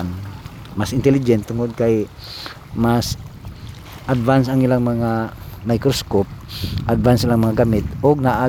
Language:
Cebuano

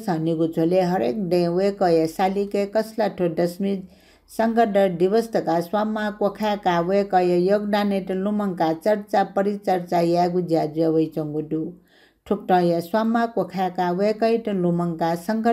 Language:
Newari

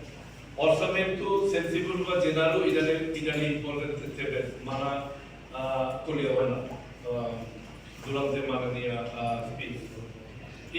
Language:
Tetum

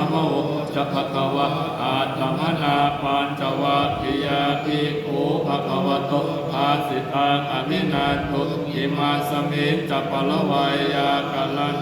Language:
Pali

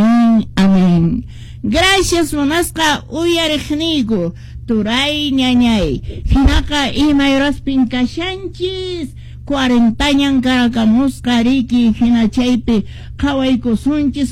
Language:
Quechua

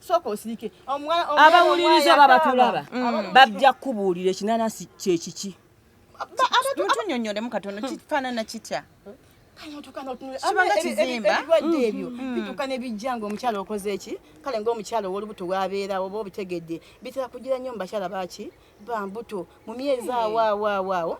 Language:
Ganda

